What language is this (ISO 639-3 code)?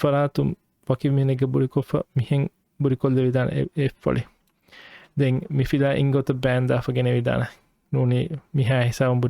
div